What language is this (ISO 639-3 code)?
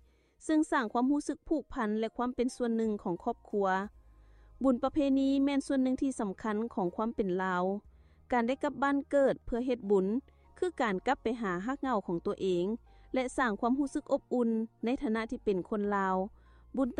lao